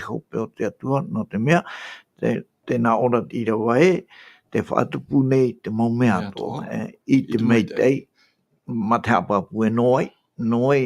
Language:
Tahitian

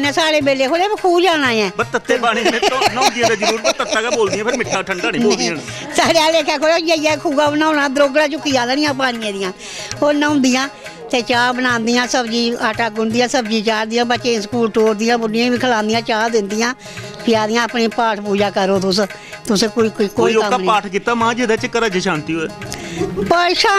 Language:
Dogri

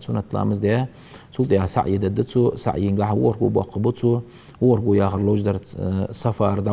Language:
Ingush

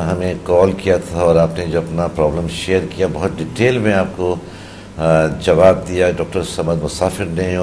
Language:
Urdu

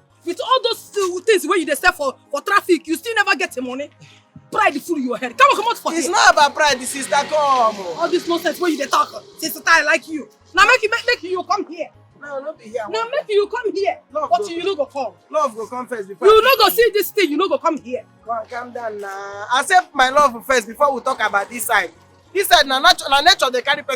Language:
Nigerian Pidgin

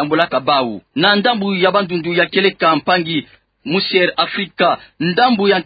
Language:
Kituba (Democratic Republic of Congo)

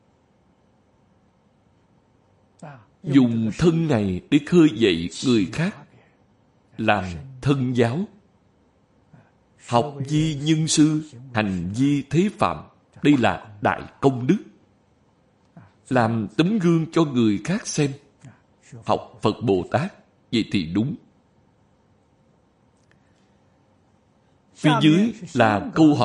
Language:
Vietnamese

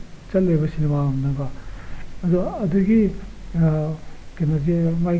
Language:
Manipuri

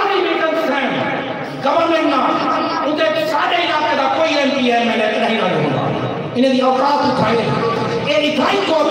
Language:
Saraiki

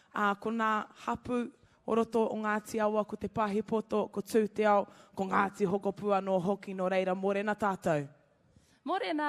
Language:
Māori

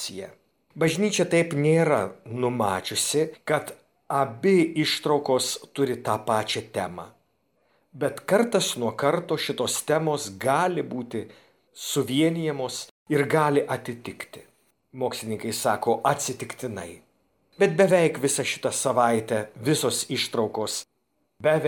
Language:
Lithuanian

